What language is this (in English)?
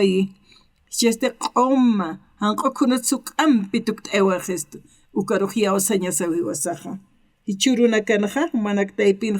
Aymara